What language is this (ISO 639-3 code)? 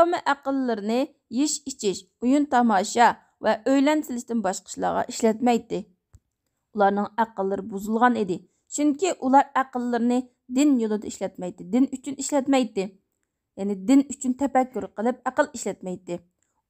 uig